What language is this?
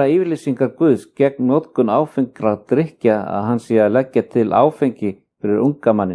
Icelandic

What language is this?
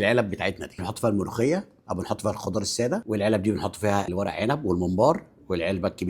Egyptian Arabic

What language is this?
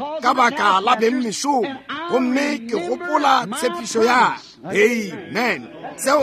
Northern Sotho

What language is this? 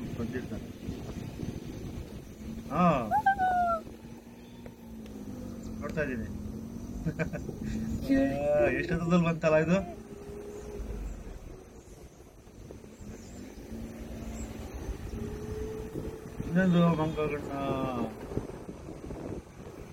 Kannada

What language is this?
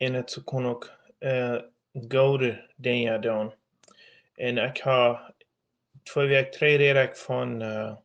Plautdietsch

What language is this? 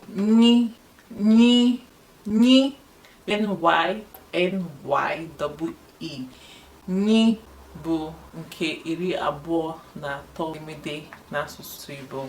Igbo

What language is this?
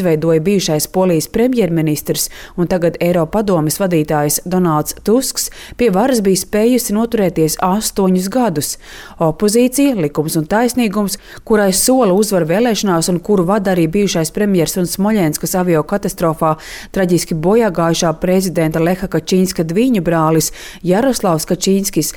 Latvian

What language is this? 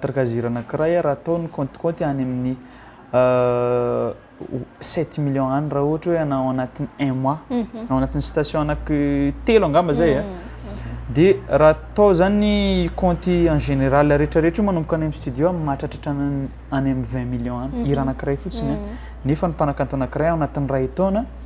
Malagasy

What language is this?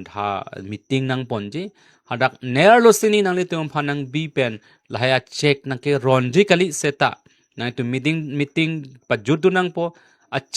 Karbi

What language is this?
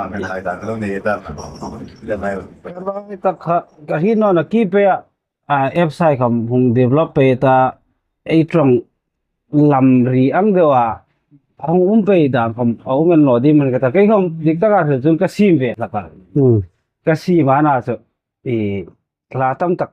Hmar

